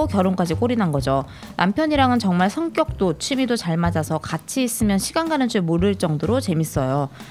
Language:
Korean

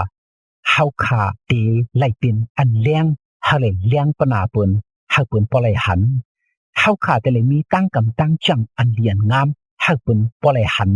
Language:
Shan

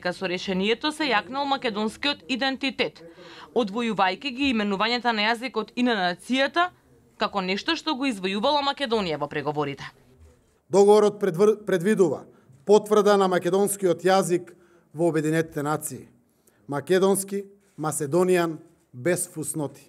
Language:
Macedonian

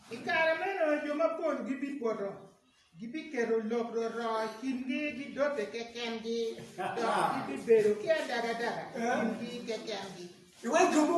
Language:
Acoli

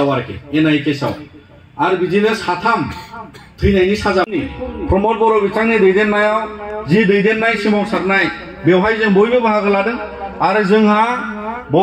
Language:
Bodo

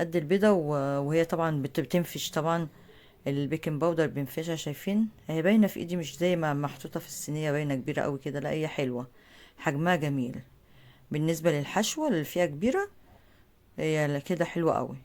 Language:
Egyptian Arabic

